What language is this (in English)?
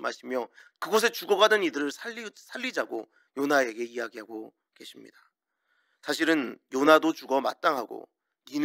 Korean